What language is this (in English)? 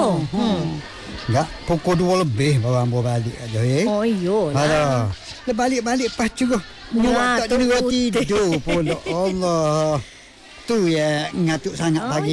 Malay